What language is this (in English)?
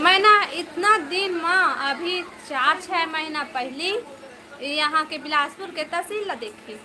Chhattisgarhi